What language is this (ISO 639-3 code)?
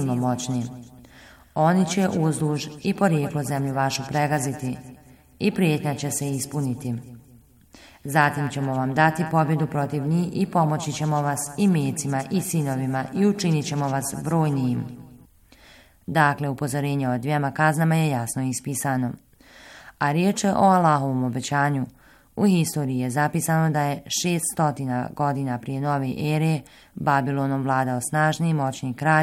bos